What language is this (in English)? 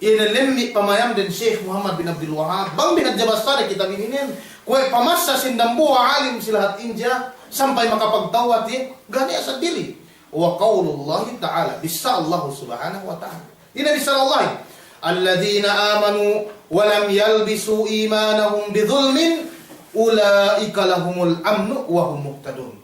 Yakan